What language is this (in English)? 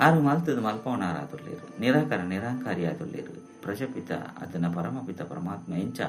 Tulu